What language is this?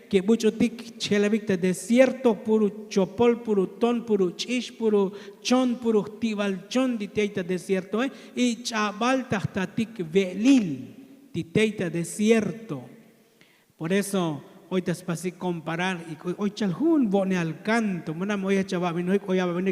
Tzotzil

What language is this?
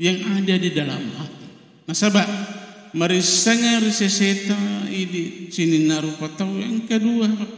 Buginese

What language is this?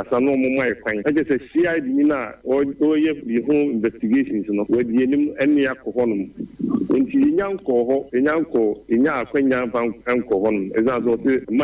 Akan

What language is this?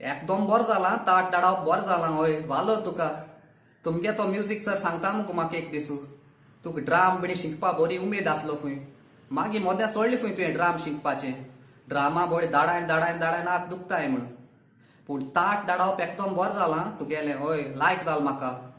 Konkani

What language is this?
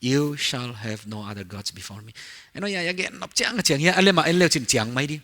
Paite Chin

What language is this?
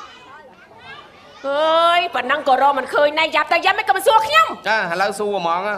Khmer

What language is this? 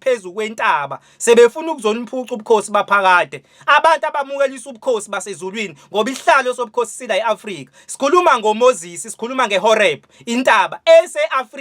Zulu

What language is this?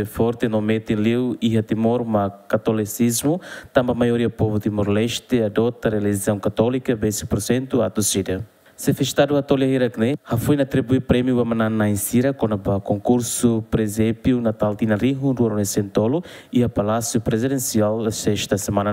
Tetum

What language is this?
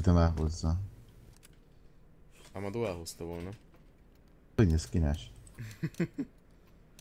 Hungarian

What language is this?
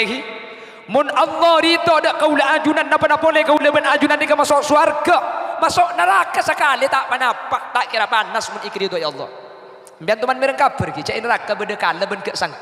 Madurese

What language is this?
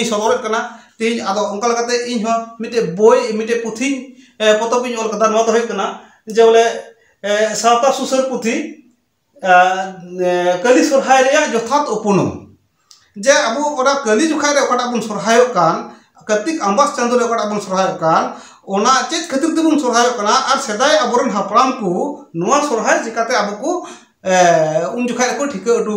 Santali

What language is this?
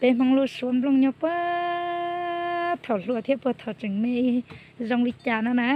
Hmong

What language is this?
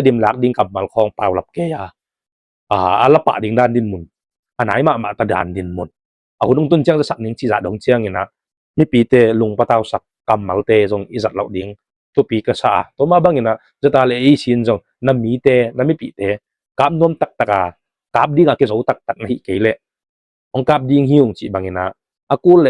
Tedim Chin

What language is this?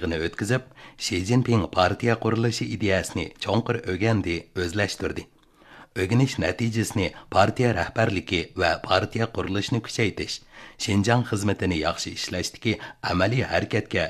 Uyghur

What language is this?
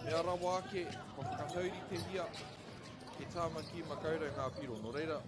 Māori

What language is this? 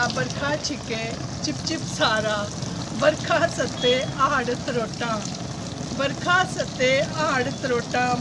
Dogri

